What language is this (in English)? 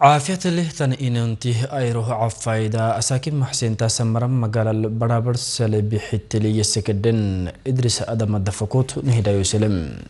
Afar